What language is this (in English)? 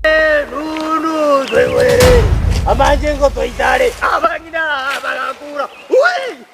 Gusii